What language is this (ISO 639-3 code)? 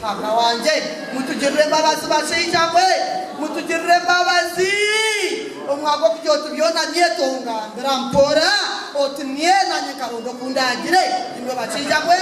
nyn